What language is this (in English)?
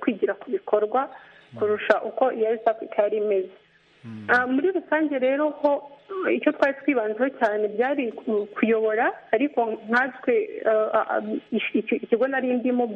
Kinyarwanda